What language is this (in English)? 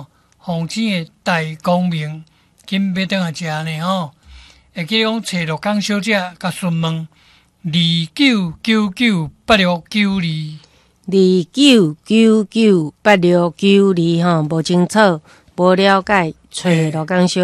Min Nan Chinese